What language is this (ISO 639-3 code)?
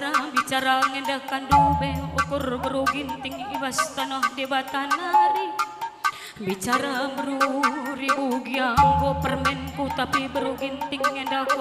btx